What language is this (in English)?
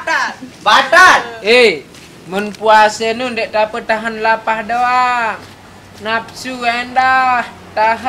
Sasak